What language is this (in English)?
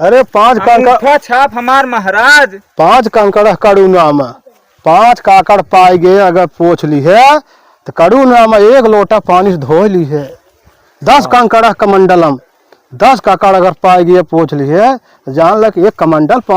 Awadhi